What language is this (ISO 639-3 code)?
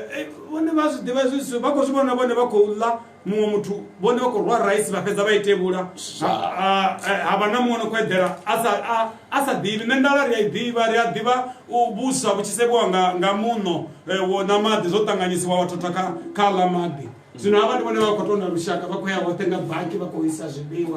ven